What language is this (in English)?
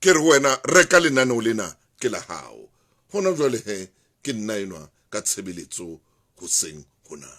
Southern Sotho